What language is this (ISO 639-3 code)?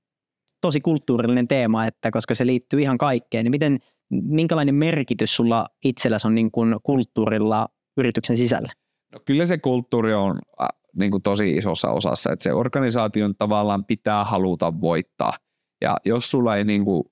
fin